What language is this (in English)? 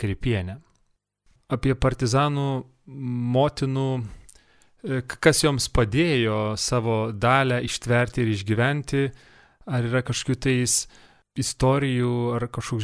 Lithuanian